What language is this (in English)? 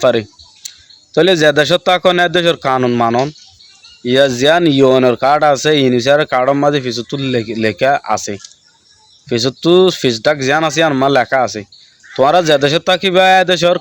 Rohingya